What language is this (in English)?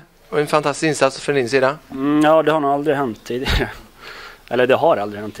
Swedish